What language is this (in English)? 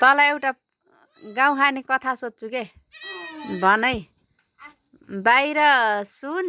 Nepali